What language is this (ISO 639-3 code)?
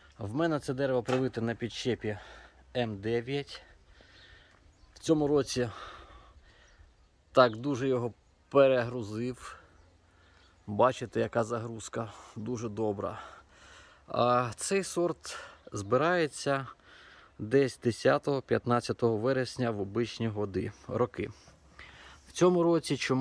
ukr